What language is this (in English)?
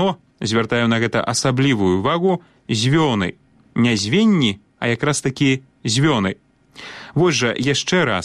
Belarusian